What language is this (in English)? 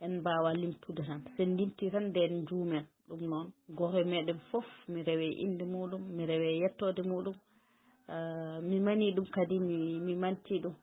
Fula